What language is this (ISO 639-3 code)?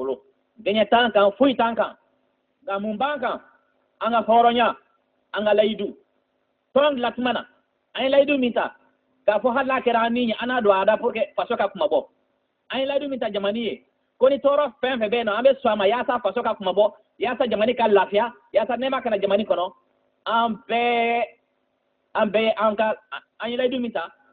bam